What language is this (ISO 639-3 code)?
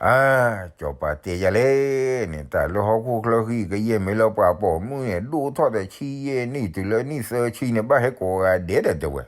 ksw